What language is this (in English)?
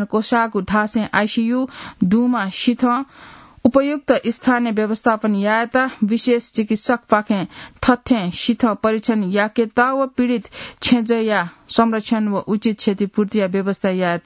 Newari